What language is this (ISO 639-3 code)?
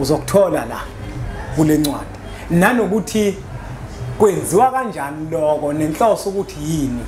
zul